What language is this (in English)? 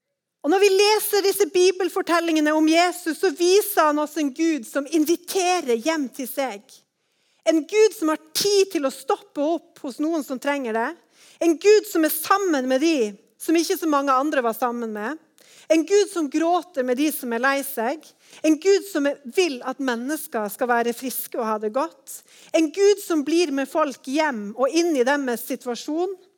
Norwegian